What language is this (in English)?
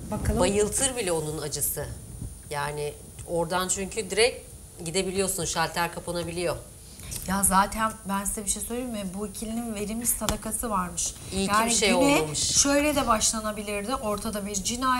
Turkish